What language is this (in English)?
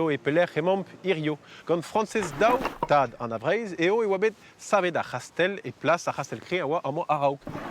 Breton